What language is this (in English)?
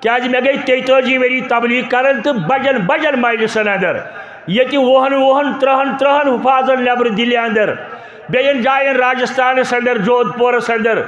Kashmiri